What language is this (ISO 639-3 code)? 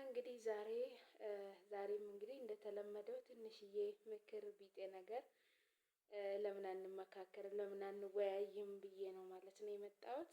amh